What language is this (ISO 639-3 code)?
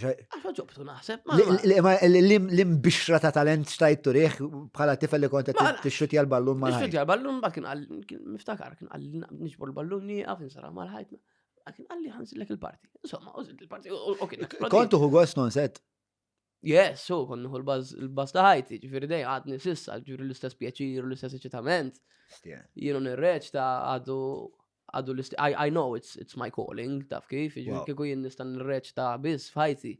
mlt